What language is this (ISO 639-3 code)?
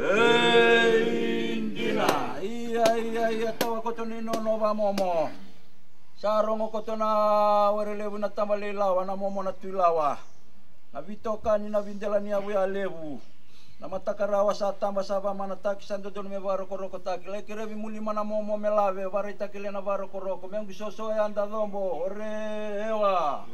fij